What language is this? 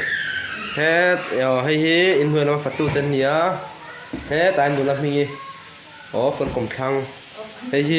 Mizo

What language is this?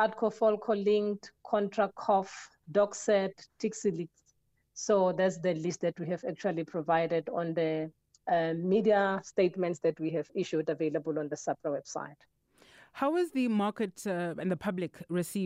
English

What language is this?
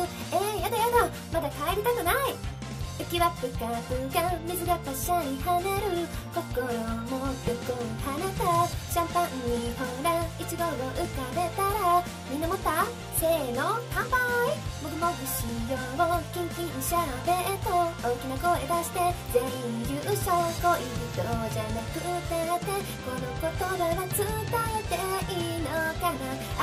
Japanese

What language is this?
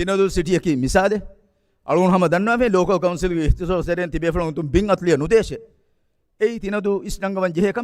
Divehi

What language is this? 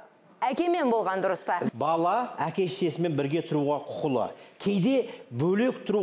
Kazakh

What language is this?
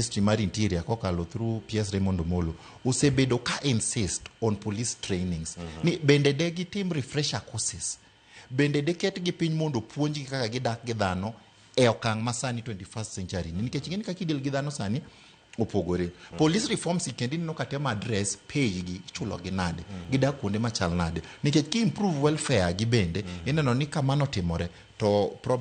Luo (Kenya and Tanzania)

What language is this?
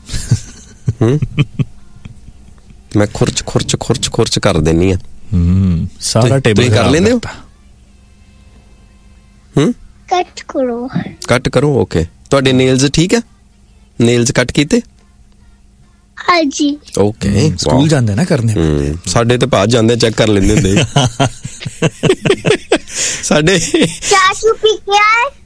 Punjabi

